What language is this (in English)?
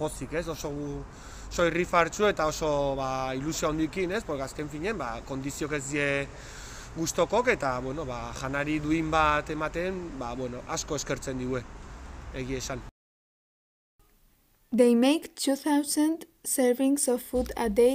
Basque